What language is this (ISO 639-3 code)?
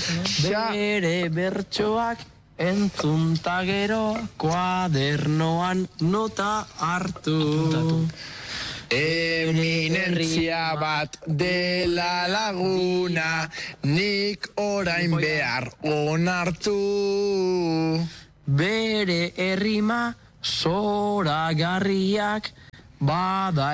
eus